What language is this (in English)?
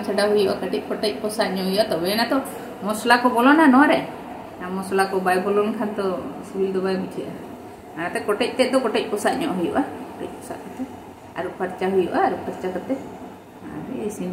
Santali